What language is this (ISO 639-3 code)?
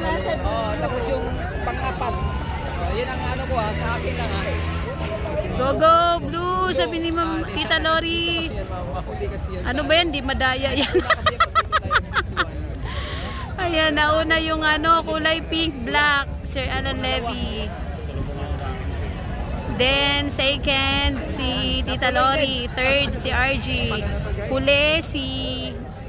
fil